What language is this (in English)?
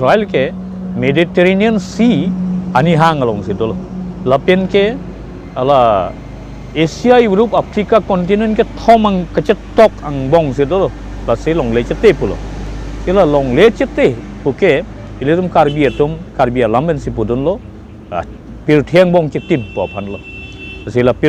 Karbi